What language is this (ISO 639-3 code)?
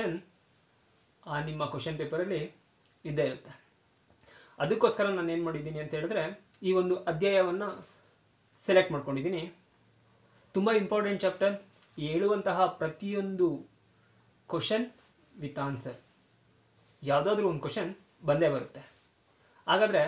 kan